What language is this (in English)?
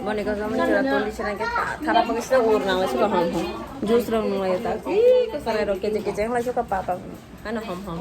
Kok Borok